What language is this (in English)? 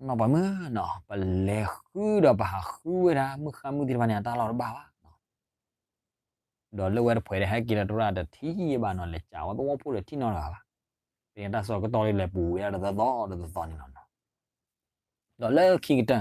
S'gaw Karen